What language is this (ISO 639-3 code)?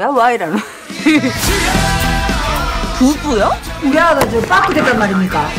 kor